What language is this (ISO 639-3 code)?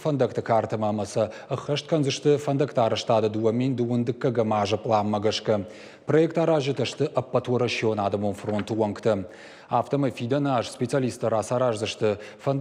oss